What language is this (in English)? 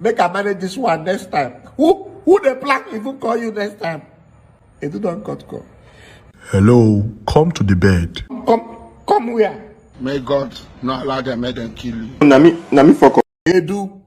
Nigerian Pidgin